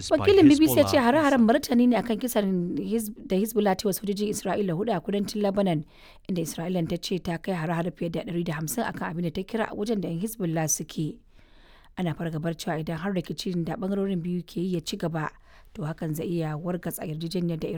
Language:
Hausa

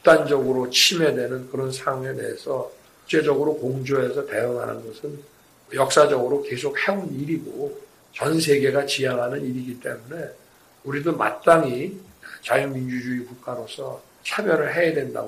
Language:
Korean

